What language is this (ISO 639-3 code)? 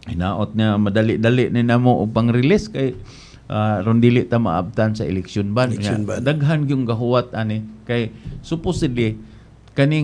ceb